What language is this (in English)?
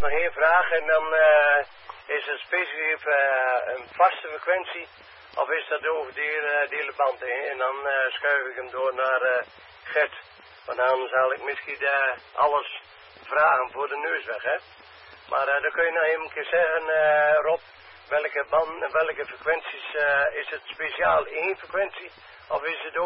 Dutch